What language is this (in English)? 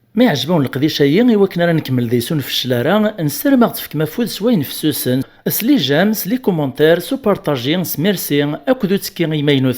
Kabyle